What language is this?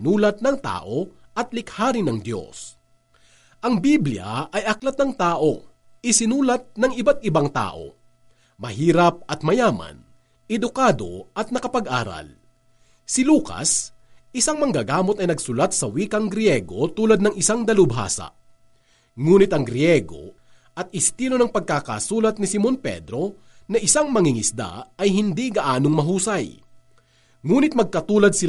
Filipino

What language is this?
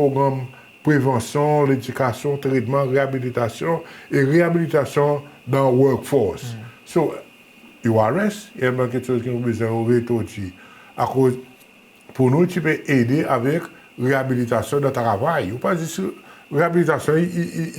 Seselwa Creole French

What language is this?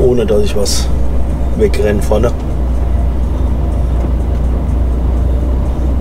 German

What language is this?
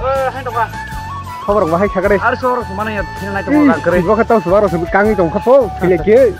Kok Borok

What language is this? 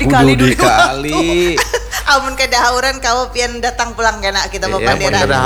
Banjar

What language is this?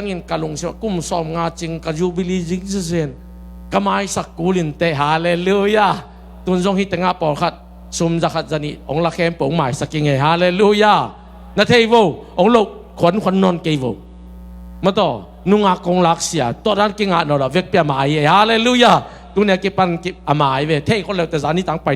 Tedim Chin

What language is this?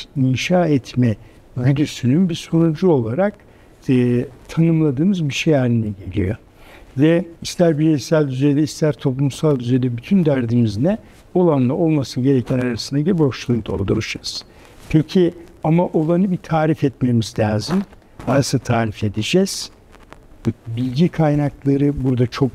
Turkish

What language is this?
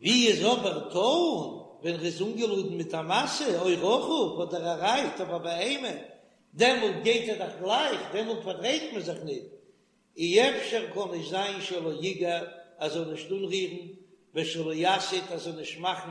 Yiddish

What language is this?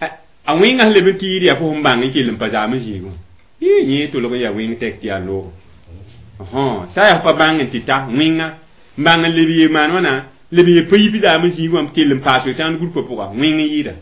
Mossi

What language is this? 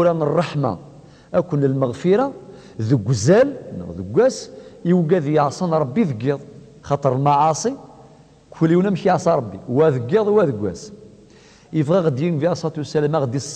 Kabyle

